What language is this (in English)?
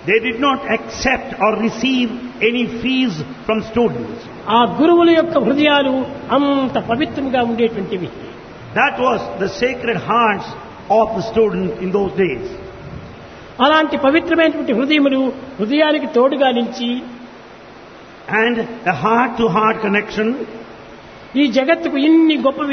Telugu